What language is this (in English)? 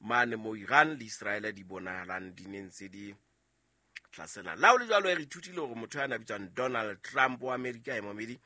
Southern Sotho